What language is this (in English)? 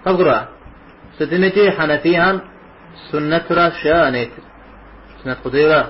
Kabardian